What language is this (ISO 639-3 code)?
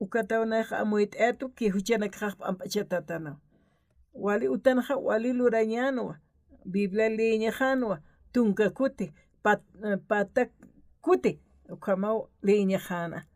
aym